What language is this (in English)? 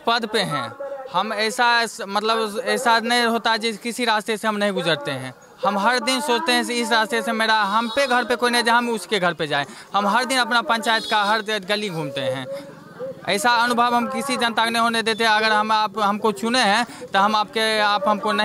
Hindi